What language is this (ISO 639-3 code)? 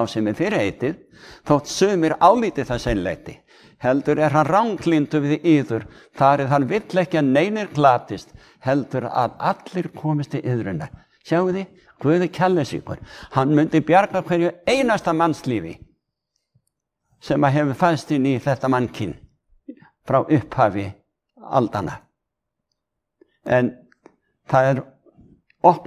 isl